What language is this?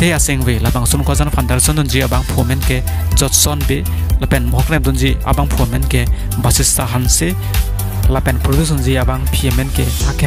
Karbi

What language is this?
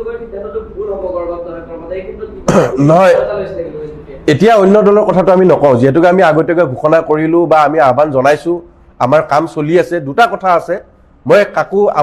Assamese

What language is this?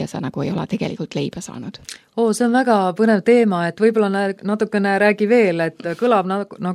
Estonian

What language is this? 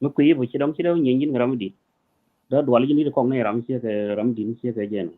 Nuer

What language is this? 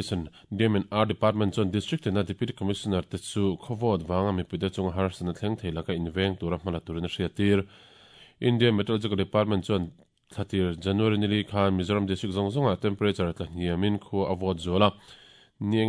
Mizo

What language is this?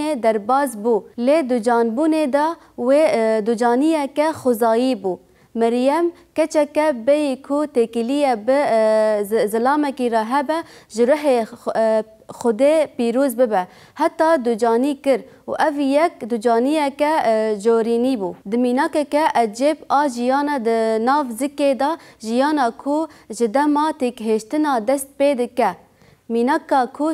Kurdish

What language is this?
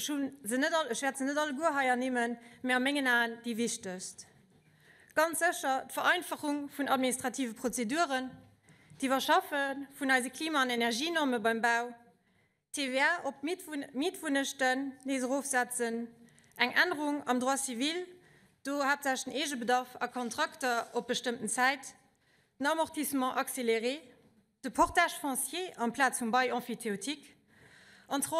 Luxembourgish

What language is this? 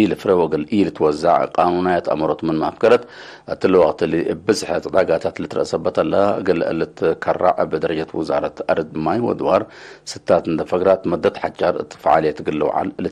Tigre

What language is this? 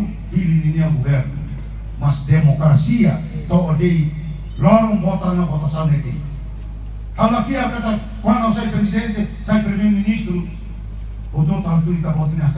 Tetum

